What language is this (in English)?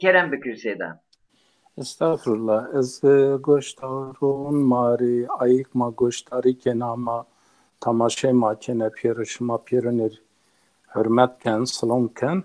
Zaza